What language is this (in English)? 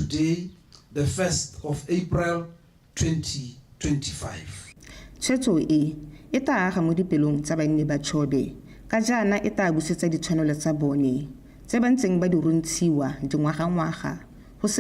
Tswana